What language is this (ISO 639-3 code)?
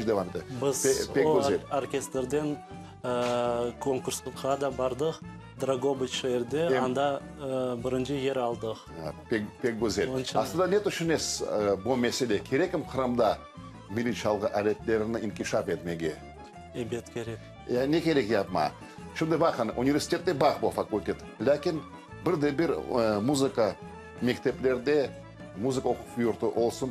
crh